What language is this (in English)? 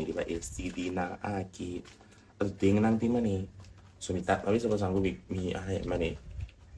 Papiamento